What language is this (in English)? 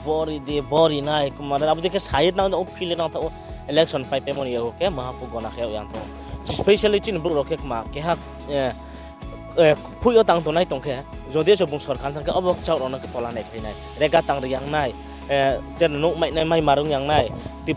Riang (India)